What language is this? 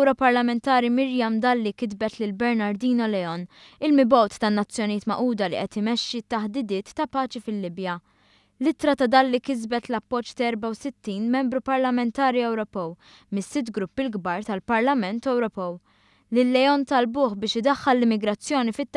Maltese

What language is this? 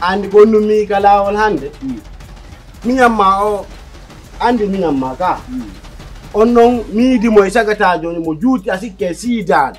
Pular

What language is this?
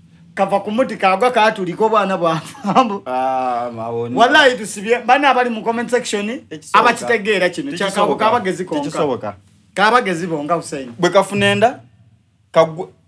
Soga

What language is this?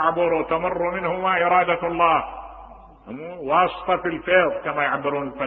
Mesopotamian Arabic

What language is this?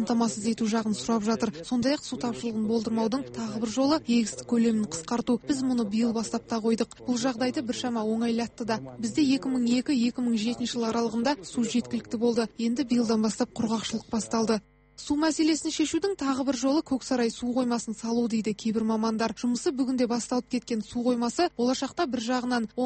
Kazakh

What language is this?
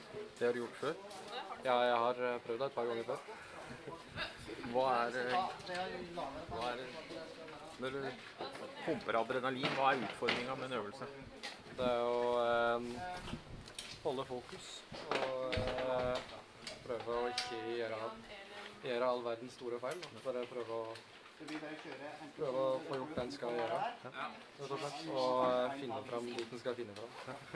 Norwegian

